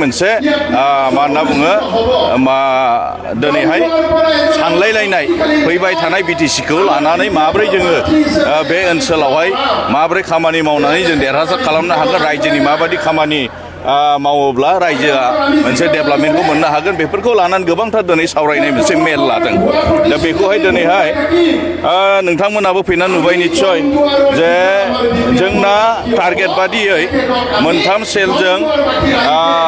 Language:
Bodo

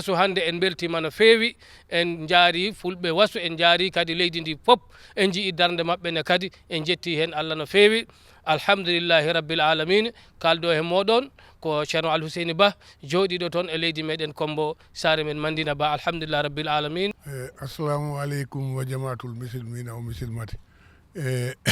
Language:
Fula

